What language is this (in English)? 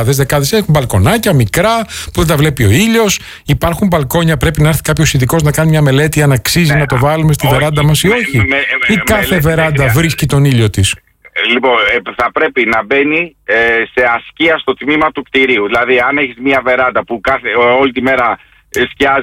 Greek